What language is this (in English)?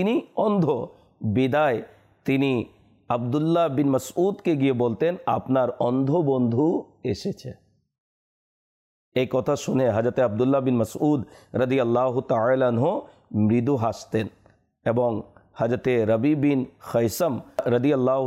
Bangla